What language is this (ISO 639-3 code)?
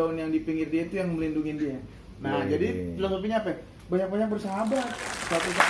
bew